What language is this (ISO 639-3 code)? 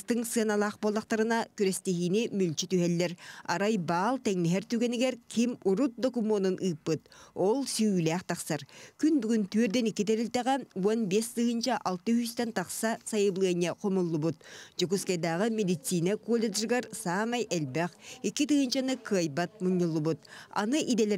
sah